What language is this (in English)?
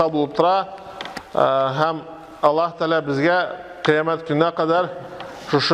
Tatar